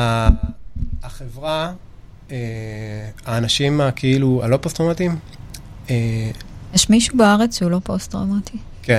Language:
Hebrew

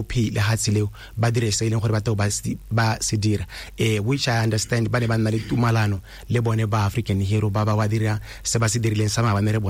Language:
Tswana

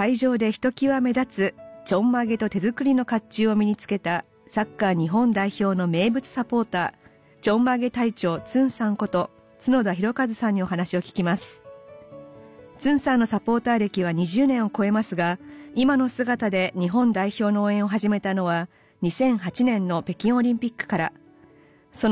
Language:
Japanese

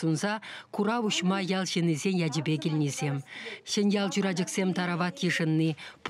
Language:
Chuvash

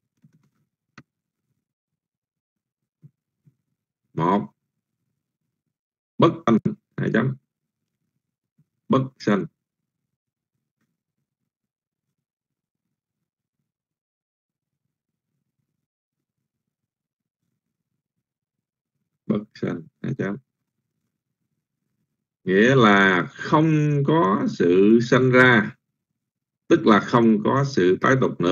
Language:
Vietnamese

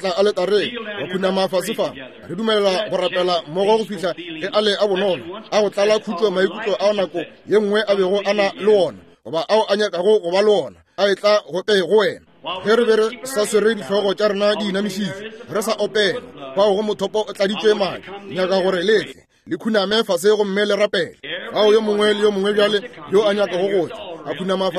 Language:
Northern Sotho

